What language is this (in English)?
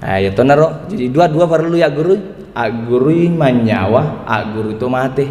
Buginese